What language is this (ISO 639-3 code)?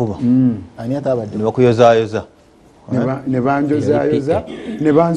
lug